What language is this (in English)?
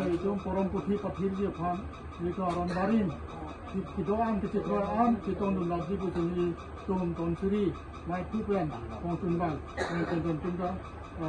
Karbi